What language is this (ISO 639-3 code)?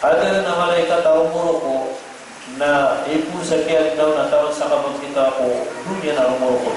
mrw